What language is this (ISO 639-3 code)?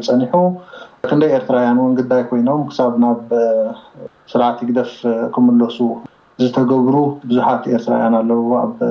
tir